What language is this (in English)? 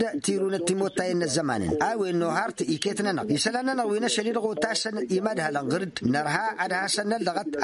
Tamasheq